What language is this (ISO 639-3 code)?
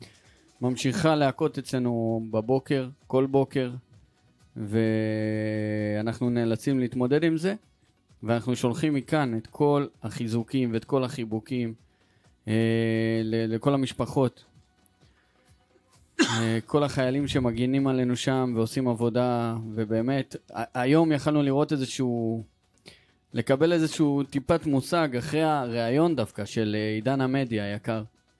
heb